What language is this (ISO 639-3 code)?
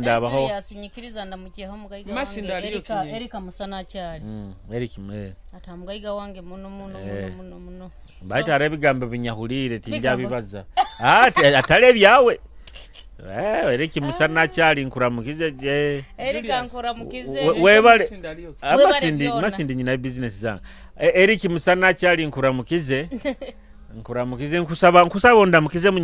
nyo